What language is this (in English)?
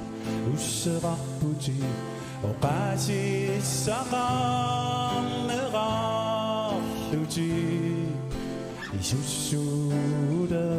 Kalaallisut